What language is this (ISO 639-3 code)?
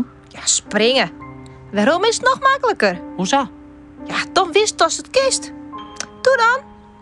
fry